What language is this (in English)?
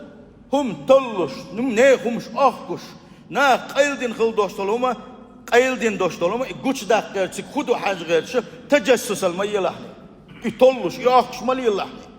Chechen